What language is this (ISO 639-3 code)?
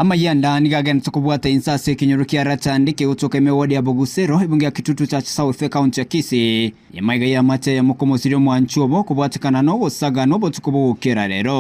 guz